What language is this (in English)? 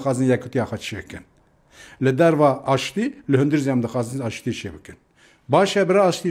Kurdish